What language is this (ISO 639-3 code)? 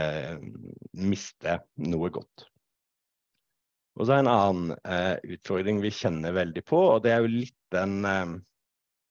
nor